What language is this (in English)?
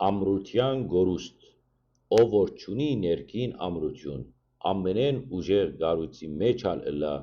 Western Armenian